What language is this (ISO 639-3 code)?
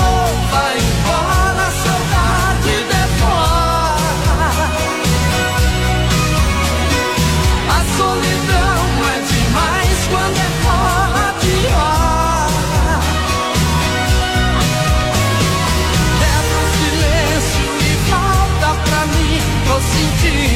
por